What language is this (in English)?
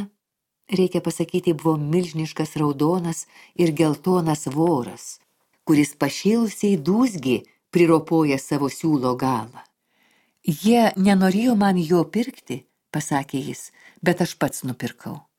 Lithuanian